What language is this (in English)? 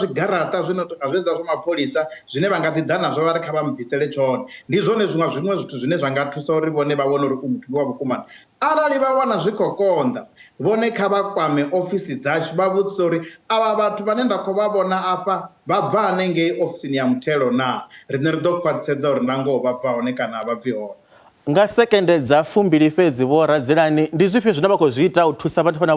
Venda